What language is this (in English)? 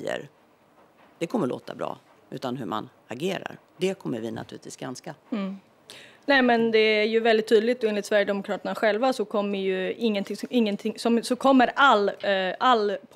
Swedish